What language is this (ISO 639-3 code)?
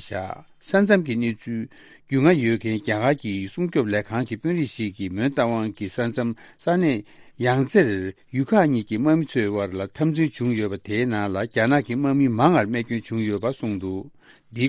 bod